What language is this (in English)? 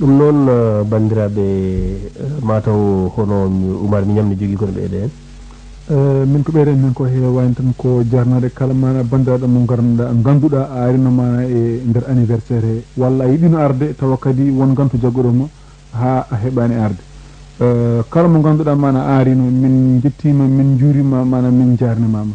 Fula